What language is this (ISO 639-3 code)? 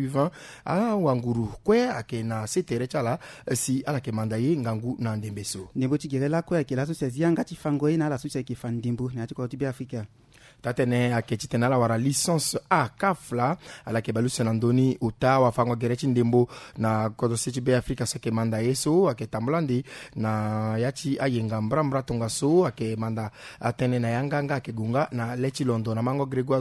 sag